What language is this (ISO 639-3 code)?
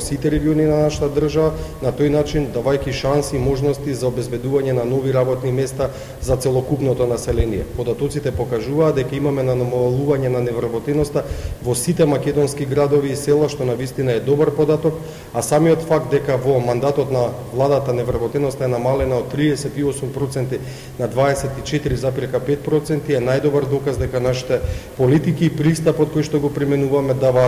mkd